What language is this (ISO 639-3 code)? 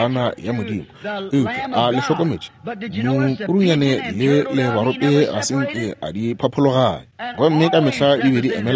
nso